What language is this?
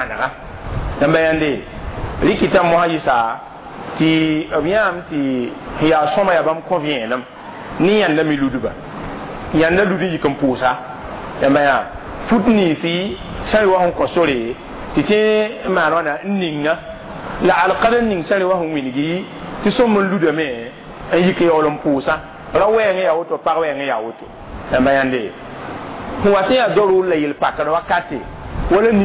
Mossi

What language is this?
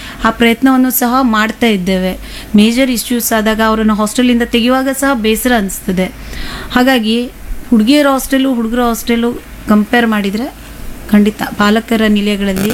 Kannada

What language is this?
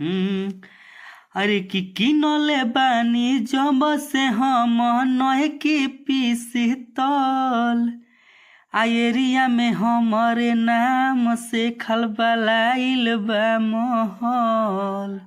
Bhojpuri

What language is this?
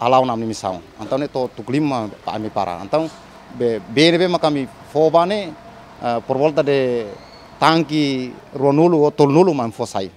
Tetum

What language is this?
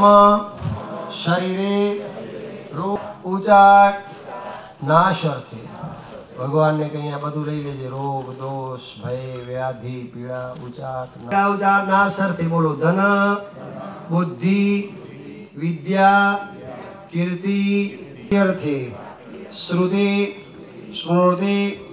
Gujarati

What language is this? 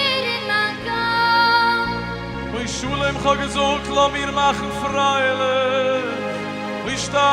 Yiddish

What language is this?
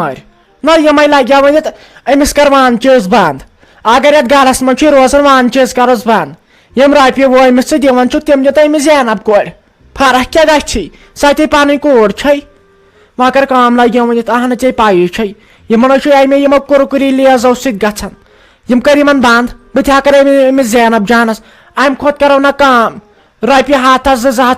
Kashmiri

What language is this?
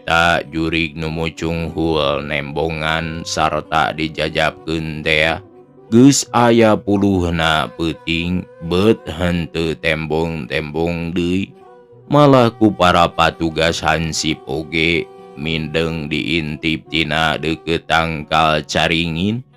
Sundanese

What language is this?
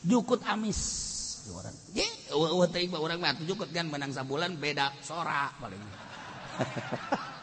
Sundanese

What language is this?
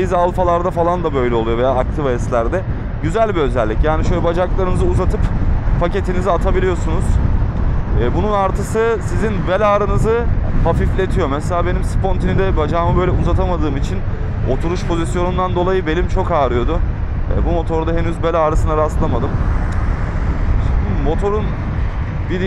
Turkish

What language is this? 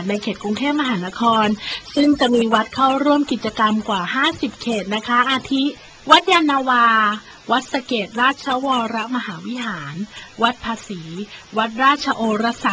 Thai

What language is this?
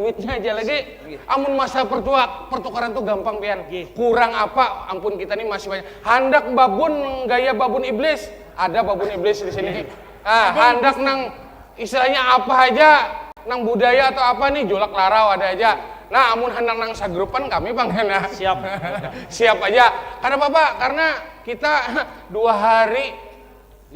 Banjar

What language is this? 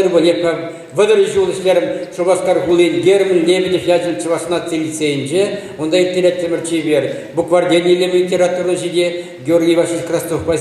Chuvash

